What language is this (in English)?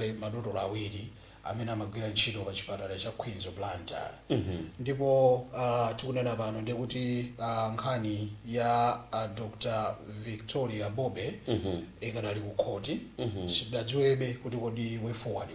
Nyanja